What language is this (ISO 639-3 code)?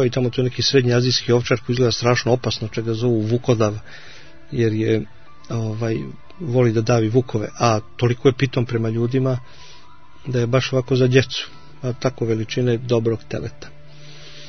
hrv